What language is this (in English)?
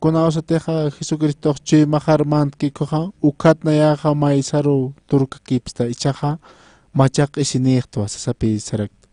Aymara